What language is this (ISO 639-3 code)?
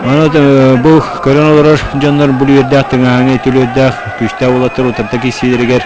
sah